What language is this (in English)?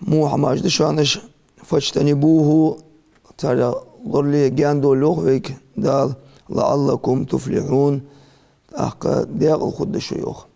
Ingush